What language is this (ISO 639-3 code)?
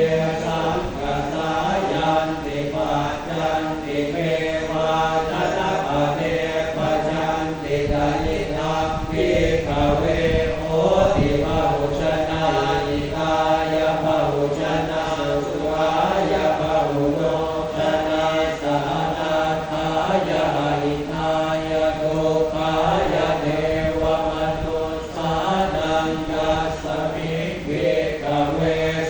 pli